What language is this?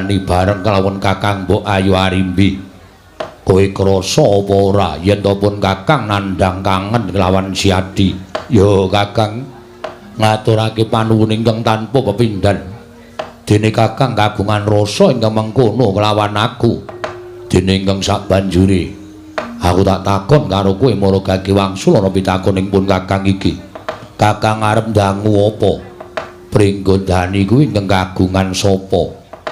Javanese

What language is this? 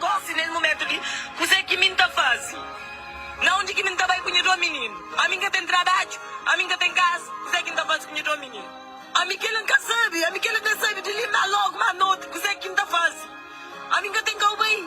Kabuverdianu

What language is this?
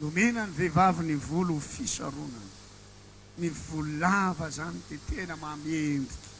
Malagasy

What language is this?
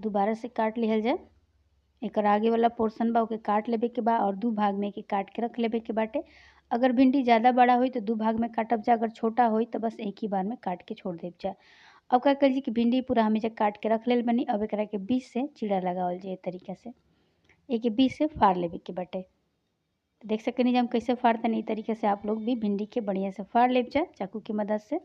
Bhojpuri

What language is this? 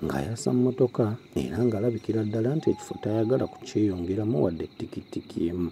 Ganda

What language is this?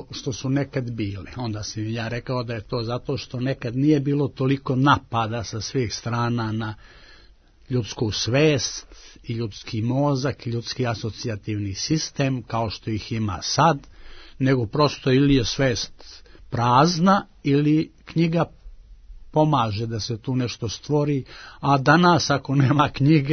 Serbian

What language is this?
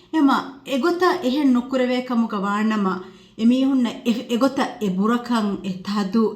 Divehi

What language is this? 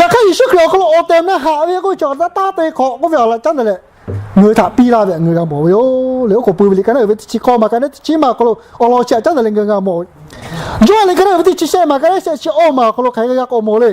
Lahu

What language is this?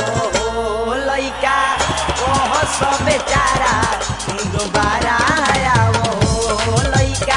Bhojpuri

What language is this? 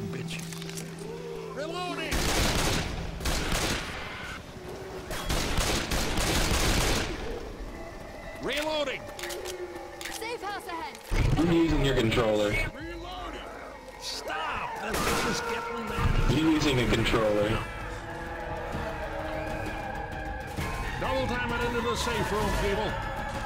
English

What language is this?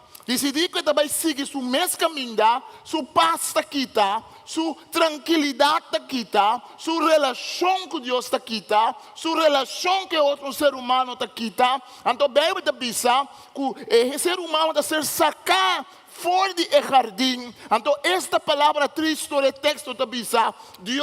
Papiamento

